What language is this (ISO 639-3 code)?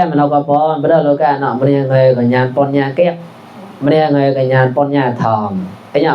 mnw